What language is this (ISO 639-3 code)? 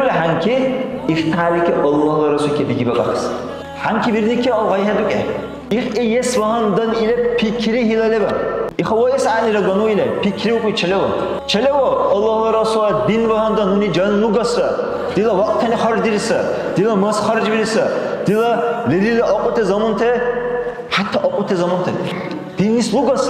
dar